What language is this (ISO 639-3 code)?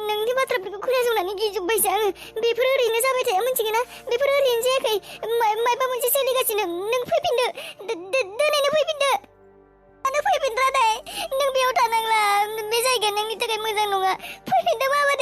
brx